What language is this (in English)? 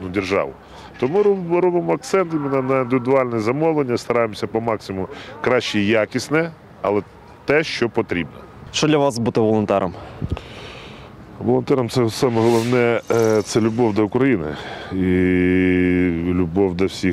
Ukrainian